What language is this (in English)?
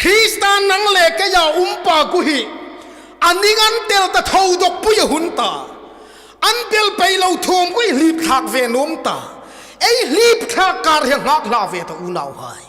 Hmar